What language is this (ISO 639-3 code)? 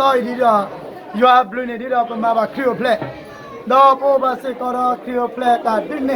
ksw